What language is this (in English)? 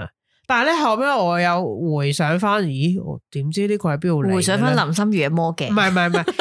Cantonese